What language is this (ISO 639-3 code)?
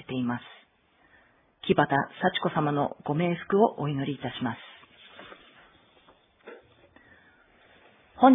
jpn